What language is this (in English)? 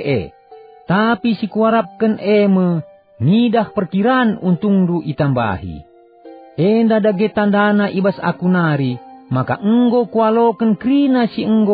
Batak Karo